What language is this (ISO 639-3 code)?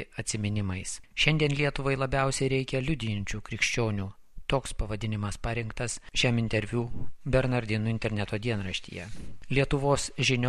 lit